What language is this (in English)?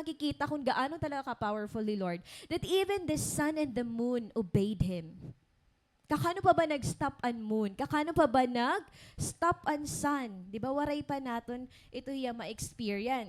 Waray